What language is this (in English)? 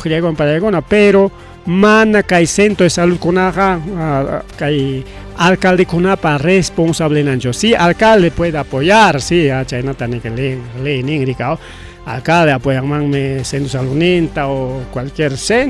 Ayacucho Quechua